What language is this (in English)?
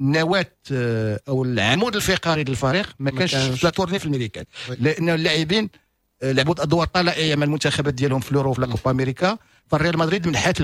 Moroccan Arabic